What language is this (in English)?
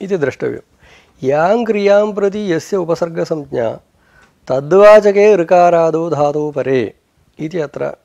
Sanskrit